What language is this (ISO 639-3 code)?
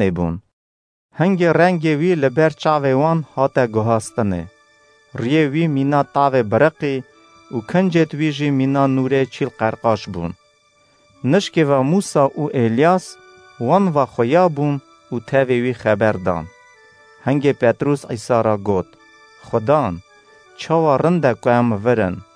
kur